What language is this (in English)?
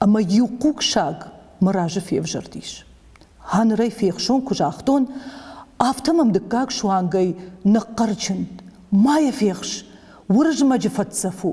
Ossetic